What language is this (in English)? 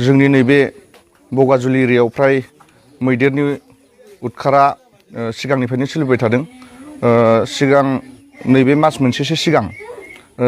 Bodo